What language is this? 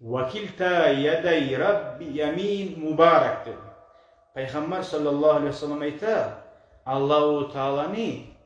Kumyk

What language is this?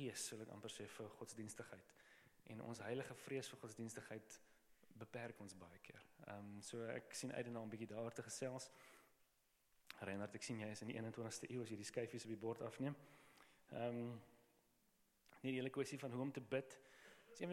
Afrikaans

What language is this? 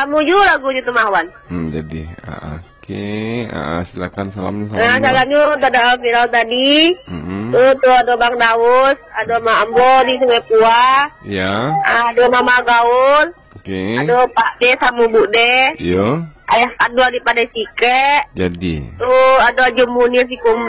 Minangkabau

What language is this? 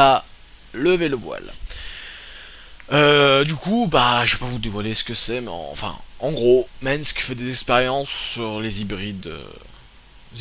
French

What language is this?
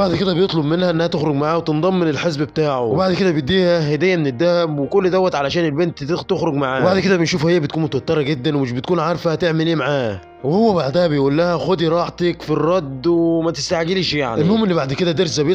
Egyptian Arabic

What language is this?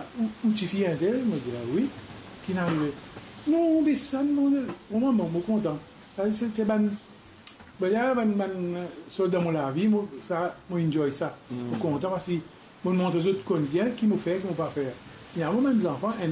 Morisyen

